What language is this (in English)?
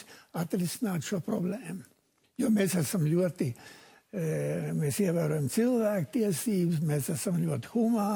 Latvian